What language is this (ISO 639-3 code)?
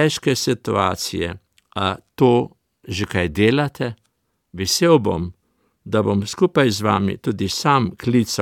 slv